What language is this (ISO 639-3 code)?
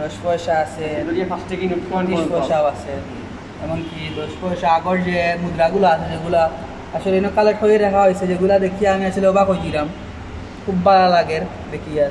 syl